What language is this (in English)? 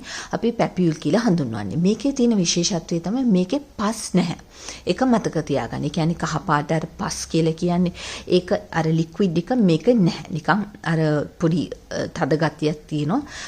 Sinhala